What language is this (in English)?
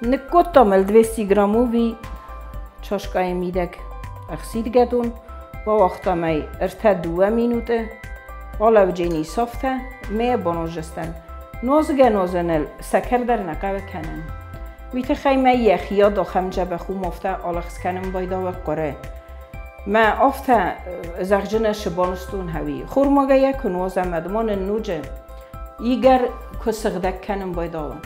Ossetic